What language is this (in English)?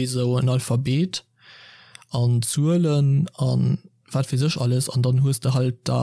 Luxembourgish